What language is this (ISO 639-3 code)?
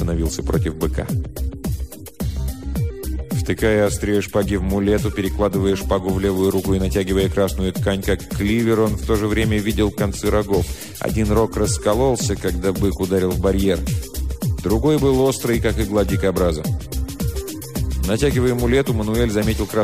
rus